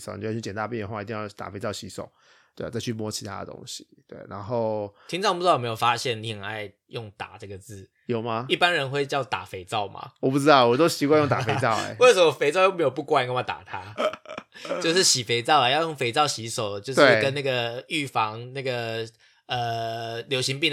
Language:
Chinese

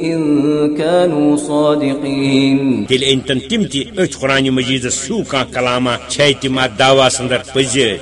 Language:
Kashmiri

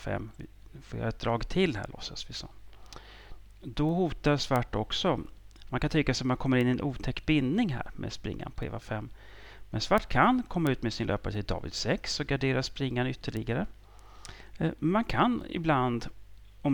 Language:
Swedish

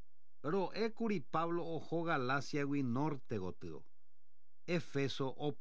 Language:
Guarani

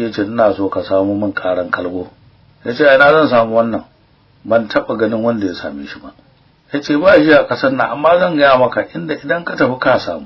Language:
Hausa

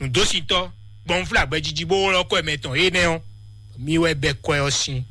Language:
Fon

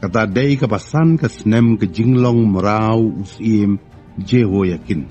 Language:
Khasi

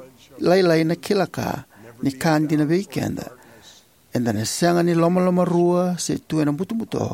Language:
Fijian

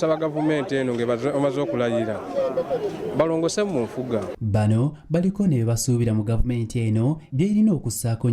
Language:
Ganda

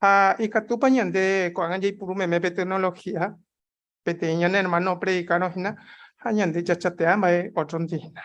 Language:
Guarani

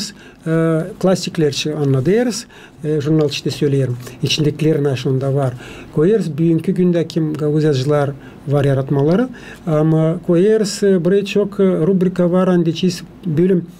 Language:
Gagauz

